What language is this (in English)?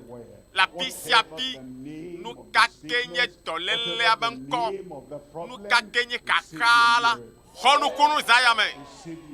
Ewe